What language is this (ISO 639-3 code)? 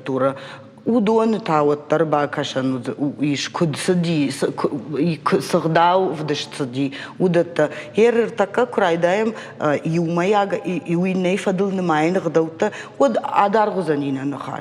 oss